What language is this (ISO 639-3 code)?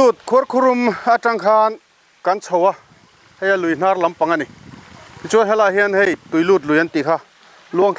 lus